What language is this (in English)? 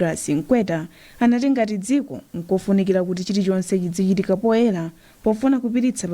Nyanja